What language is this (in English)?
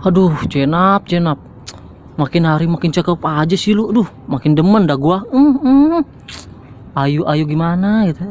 Betawi